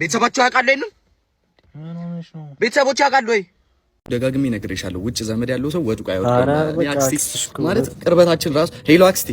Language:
Amharic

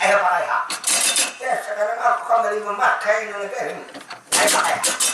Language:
Banjar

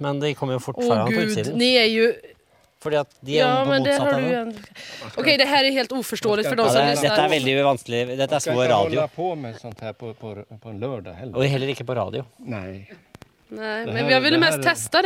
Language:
Swedish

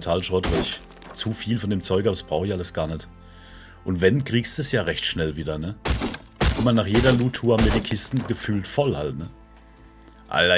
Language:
German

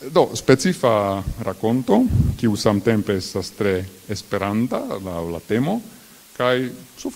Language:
Esperanto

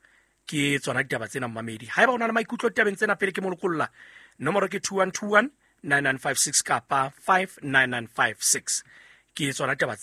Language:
Southern Sotho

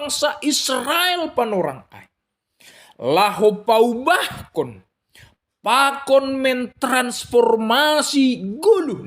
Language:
Batak Simalungun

